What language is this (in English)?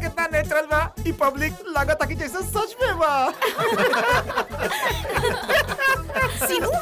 Bhojpuri